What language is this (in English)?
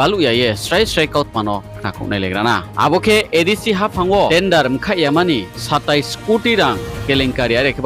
Riang (India)